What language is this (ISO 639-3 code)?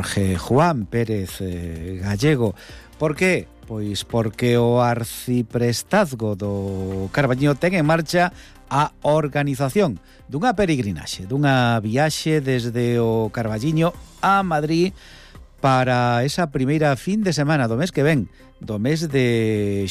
glg